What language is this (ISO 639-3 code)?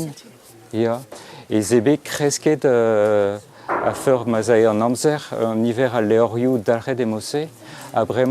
bre